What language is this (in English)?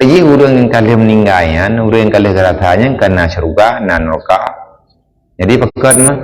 Achinese